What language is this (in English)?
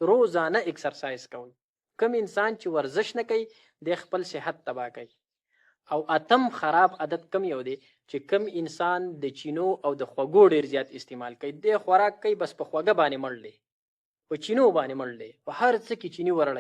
Pashto